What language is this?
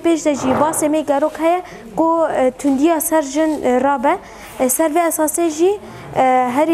Kurdish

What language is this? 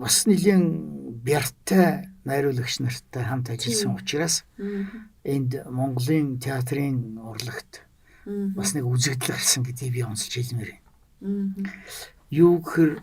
Mongolian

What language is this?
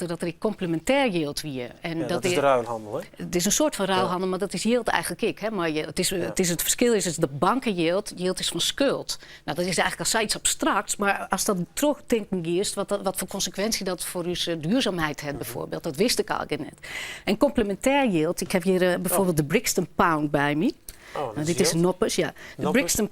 Western Frisian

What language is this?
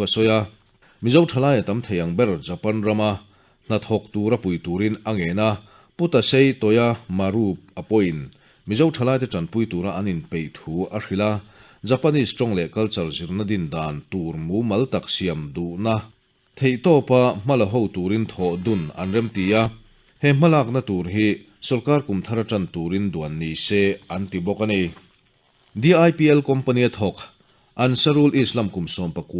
Mizo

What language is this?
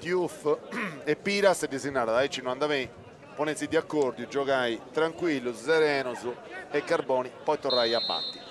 Sardinian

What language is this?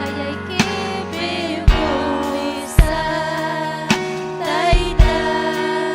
Ayacucho Quechua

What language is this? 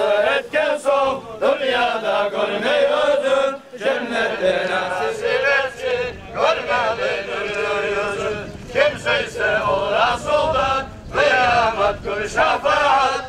Kumyk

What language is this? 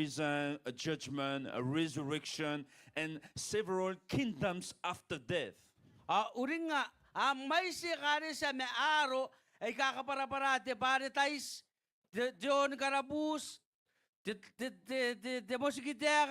Gilbertese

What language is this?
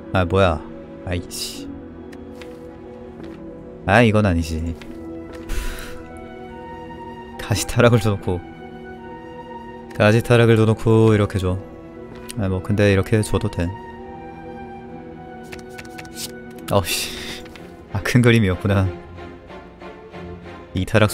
Korean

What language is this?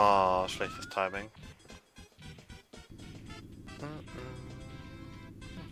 German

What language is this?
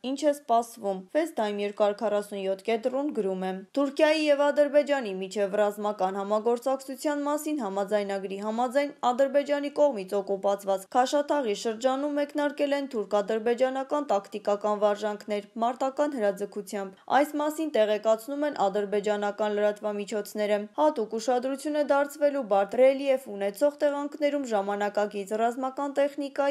Armenian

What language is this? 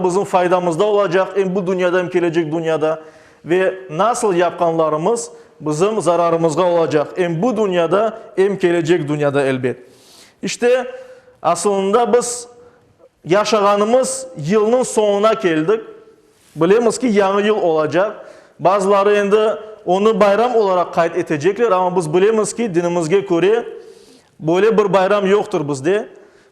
Crimean Tatar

